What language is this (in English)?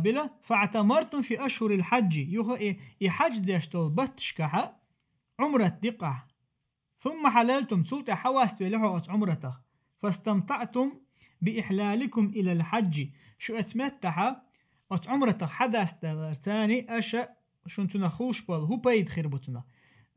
Chechen